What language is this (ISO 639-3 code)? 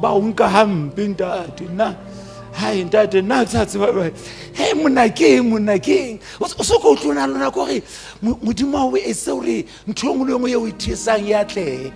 sot